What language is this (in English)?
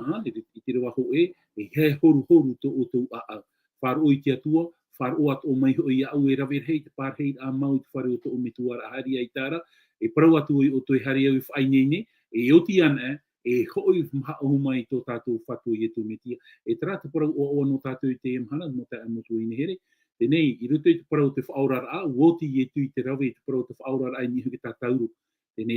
Tahitian